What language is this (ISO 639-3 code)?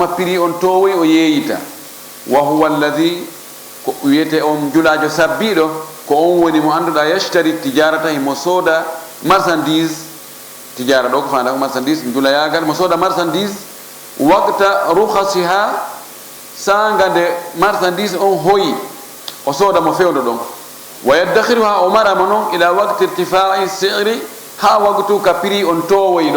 ful